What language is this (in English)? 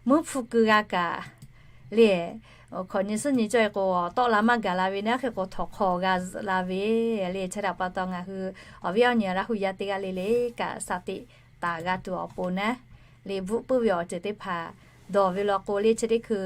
Lahu